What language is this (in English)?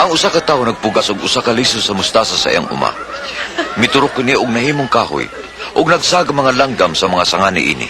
Cebuano